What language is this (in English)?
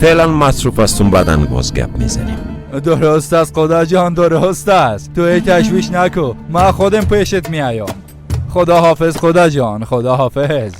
Persian